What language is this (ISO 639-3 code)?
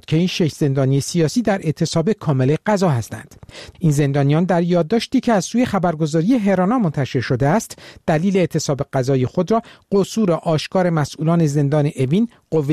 fas